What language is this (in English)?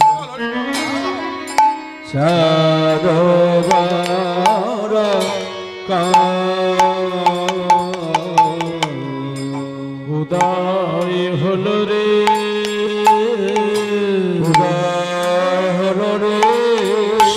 Bangla